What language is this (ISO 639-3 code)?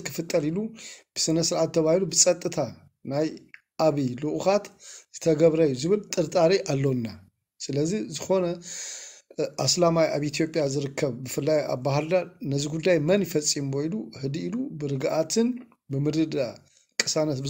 tir